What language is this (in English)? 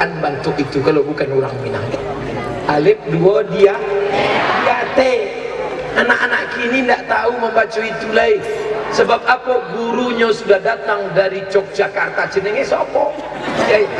Minangkabau